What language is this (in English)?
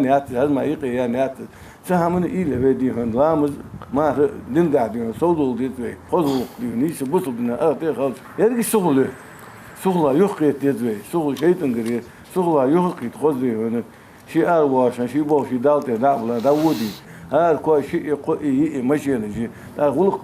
Ingush